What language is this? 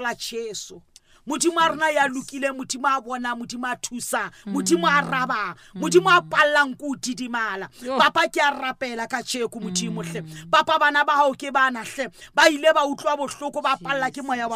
Southern Sotho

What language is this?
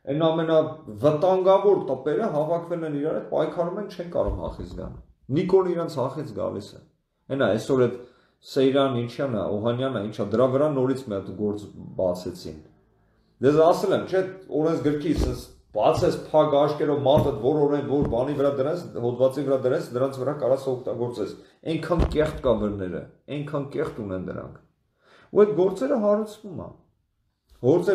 Armenian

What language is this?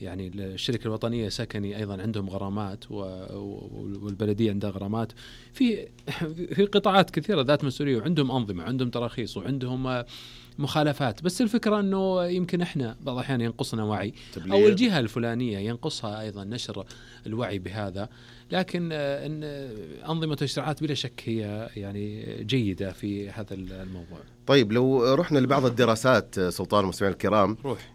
Najdi Arabic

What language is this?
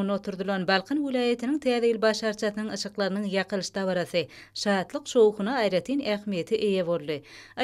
Turkmen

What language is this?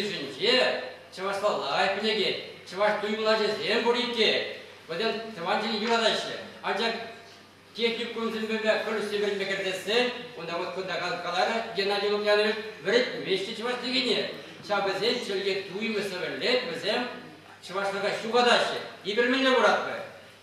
Chuvash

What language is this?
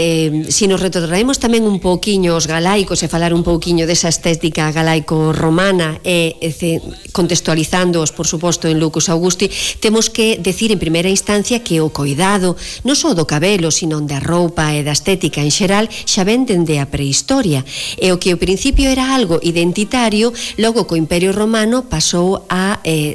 Galician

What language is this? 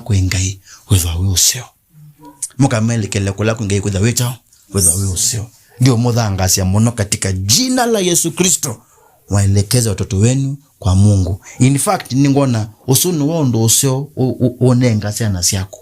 Kamba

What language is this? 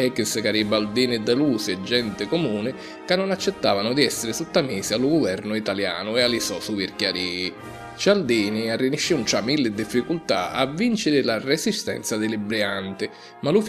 Sicilian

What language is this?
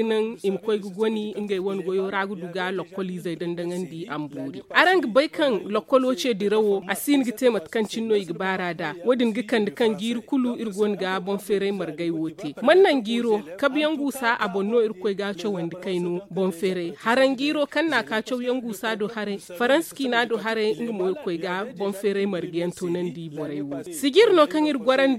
Zarma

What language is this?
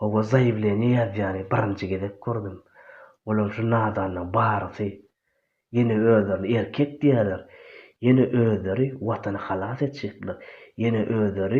Turkmen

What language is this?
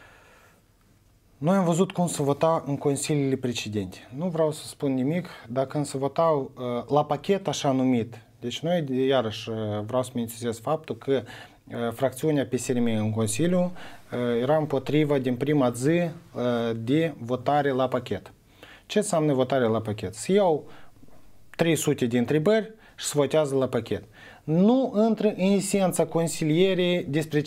Romanian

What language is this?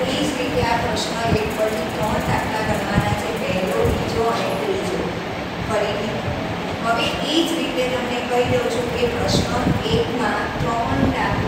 Gujarati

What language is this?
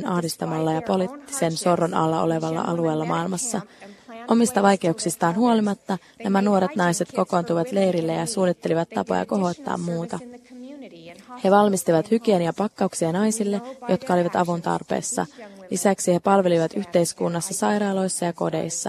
Finnish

